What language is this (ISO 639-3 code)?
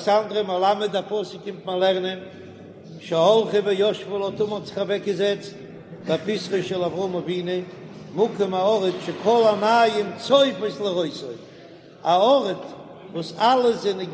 yid